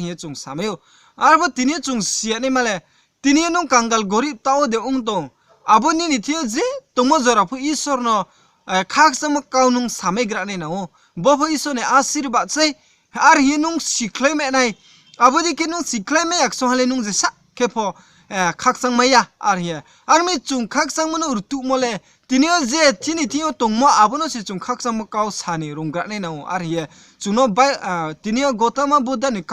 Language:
Riang (India)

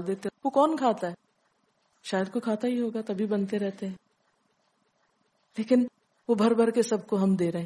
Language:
Urdu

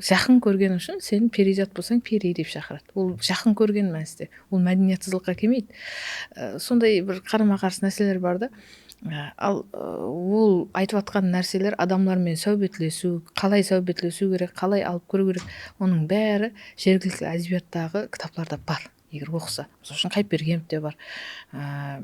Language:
Kara-Kalpak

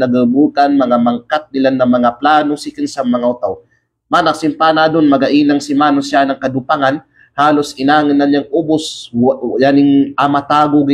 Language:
Kalagan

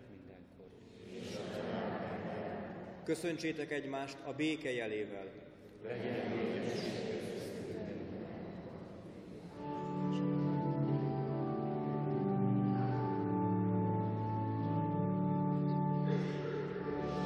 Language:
Hungarian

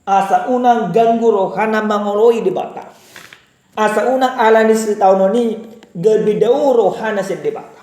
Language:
Batak Toba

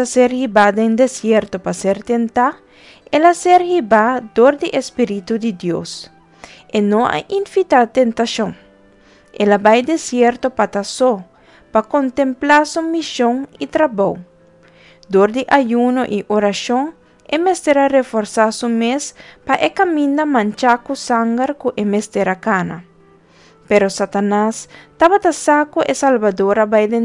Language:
Papiamento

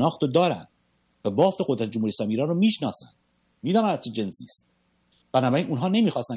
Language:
Persian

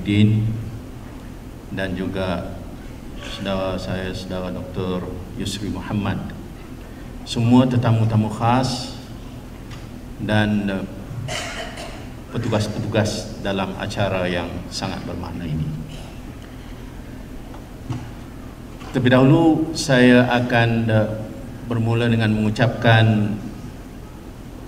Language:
Malay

